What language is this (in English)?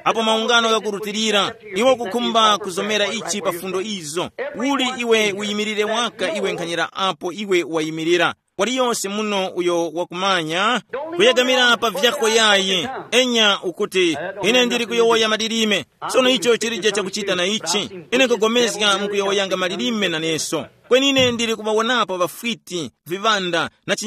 Tumbuka